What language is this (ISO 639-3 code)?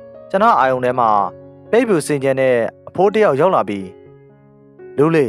mya